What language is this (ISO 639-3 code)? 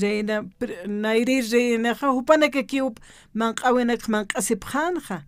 aym